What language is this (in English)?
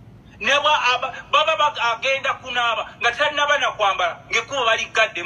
Ganda